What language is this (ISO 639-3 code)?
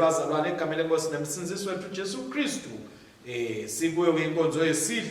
ssw